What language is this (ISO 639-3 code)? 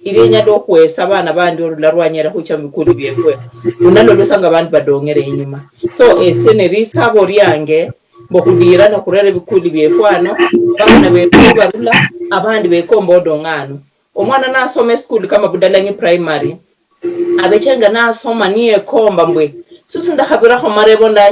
luy